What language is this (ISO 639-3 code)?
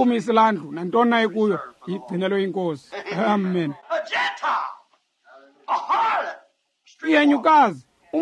xho